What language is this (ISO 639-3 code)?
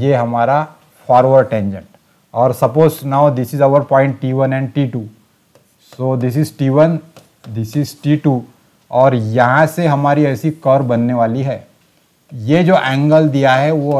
hin